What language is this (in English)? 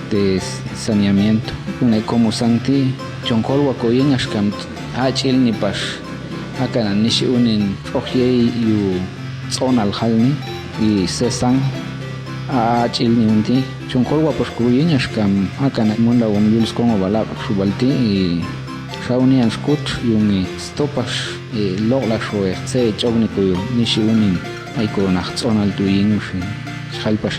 Popti'